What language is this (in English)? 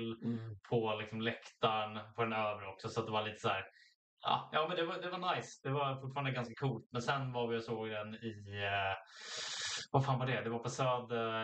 Swedish